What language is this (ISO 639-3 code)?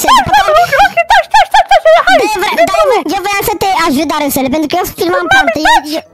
ron